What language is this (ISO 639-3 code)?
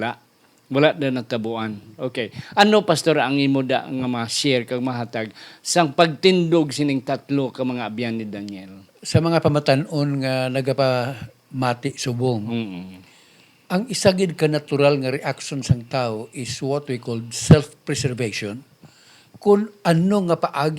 hil